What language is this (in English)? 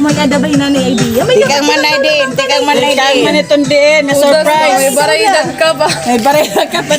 Waray